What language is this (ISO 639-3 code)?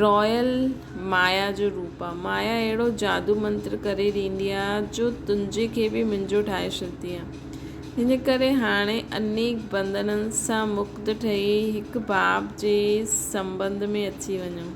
snd